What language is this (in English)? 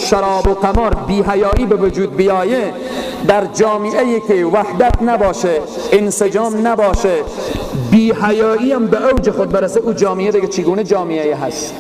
Persian